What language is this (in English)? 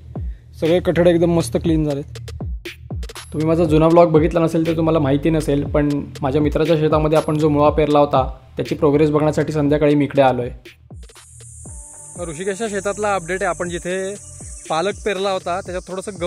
Marathi